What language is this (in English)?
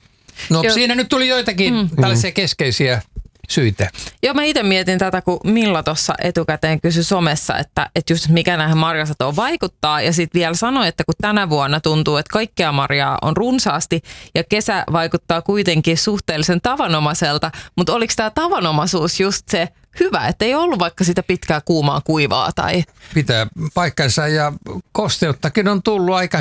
Finnish